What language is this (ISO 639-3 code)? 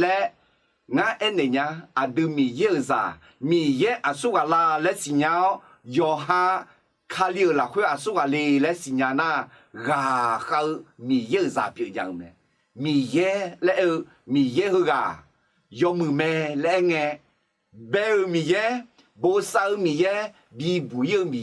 ahk